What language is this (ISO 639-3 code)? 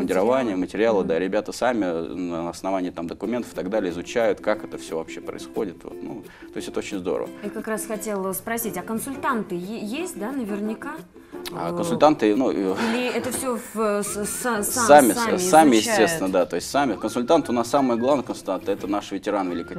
rus